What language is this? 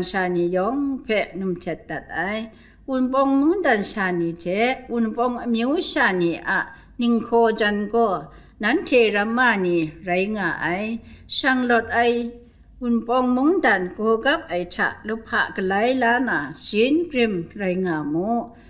Kachin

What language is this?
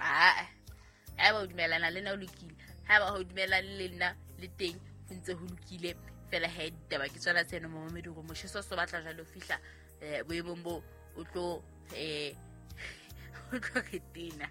Southern Sotho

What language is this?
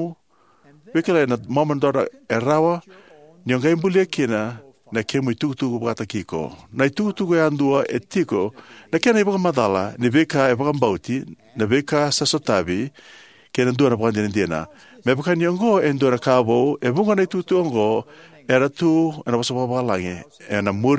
Fijian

